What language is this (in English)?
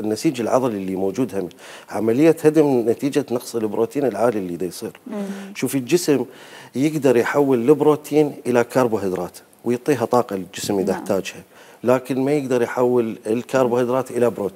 Mesopotamian Arabic